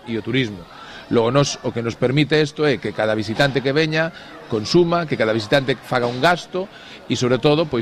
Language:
Galician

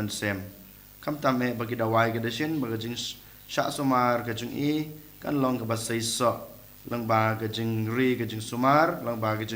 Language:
Khasi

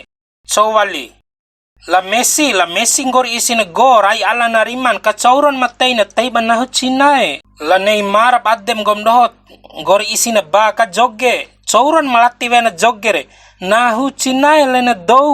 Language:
Bima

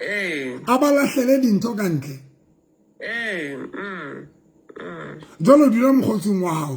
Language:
Southern Sotho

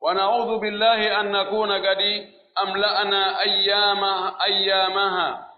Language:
Pular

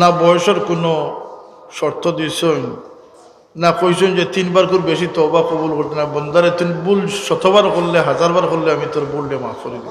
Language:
Sylheti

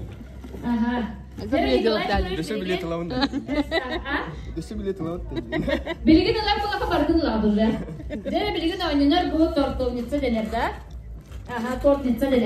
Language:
Yakut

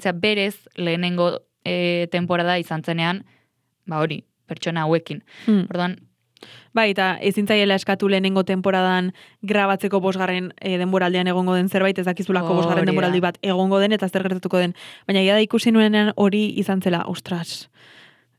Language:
Basque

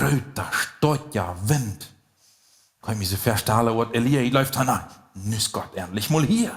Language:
Plautdietsch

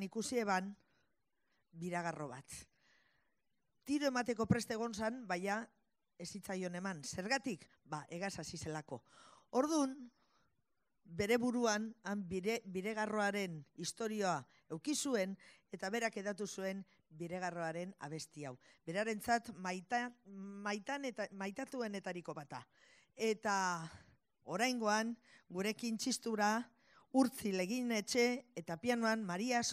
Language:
Basque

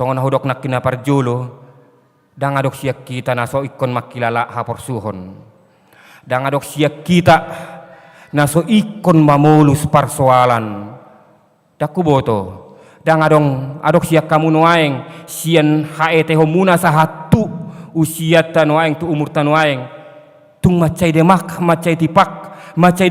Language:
Batak Toba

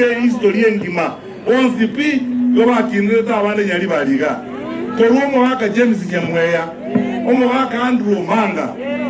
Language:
Gusii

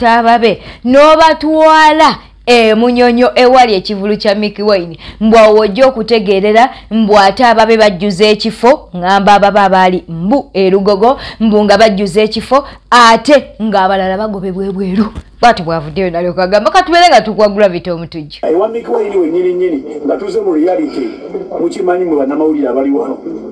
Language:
Ganda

